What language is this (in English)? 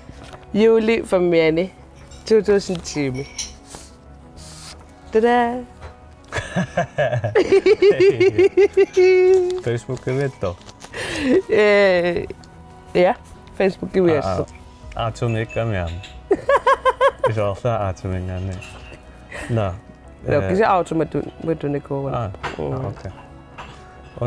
Kalaallisut